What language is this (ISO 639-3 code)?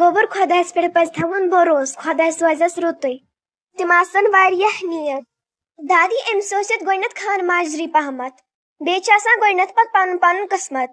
kas